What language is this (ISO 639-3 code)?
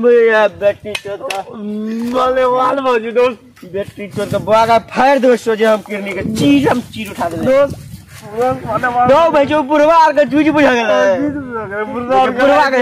mai